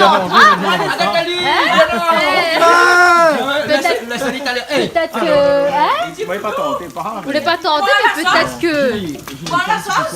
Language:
Réunion Creole French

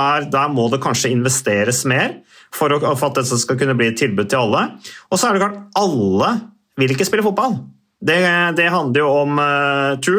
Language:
Norwegian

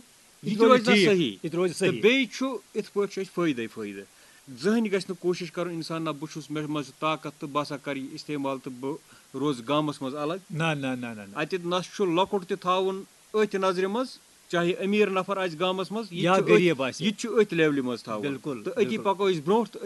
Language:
Kashmiri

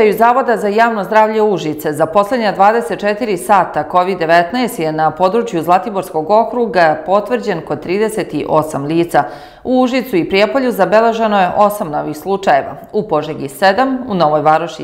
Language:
Serbian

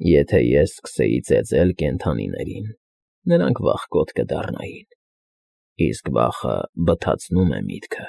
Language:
Armenian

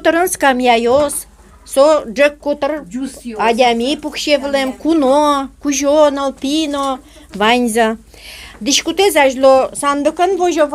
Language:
Udmurt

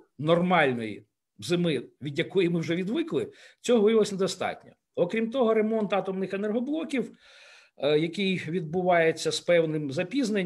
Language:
Ukrainian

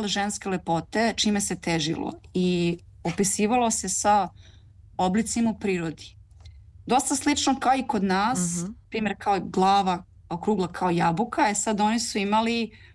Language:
Serbian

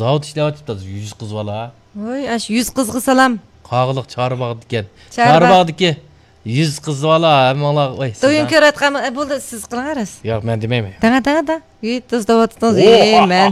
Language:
Uyghur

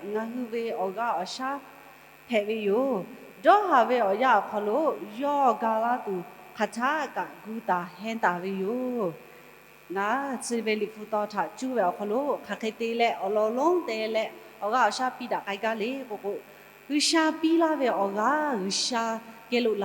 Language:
Lahu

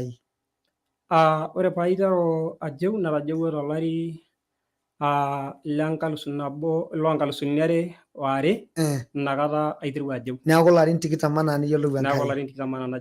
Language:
Masai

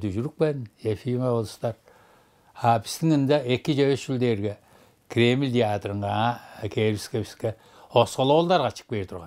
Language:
Tuvinian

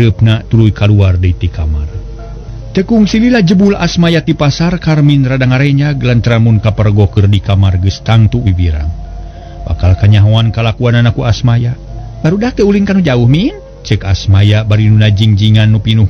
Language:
Sundanese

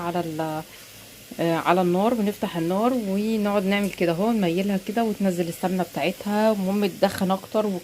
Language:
Egyptian Arabic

